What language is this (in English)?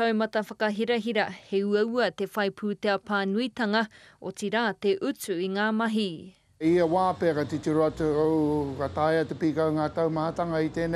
Māori